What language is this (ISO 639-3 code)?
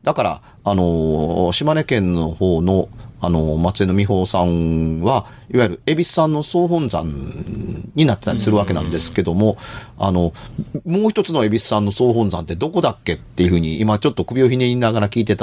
jpn